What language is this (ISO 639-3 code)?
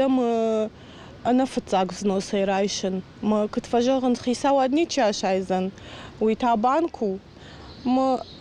oss